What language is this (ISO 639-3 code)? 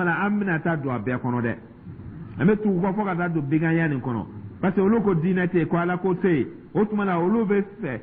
dyu